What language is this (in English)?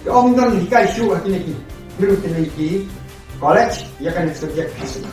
Khasi